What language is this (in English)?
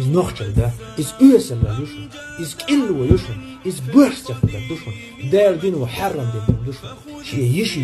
Chechen